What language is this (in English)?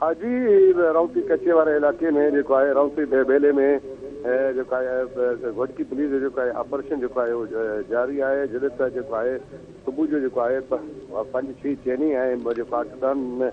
Sindhi